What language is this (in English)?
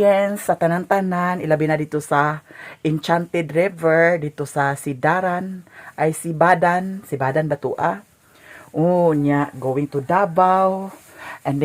Cebuano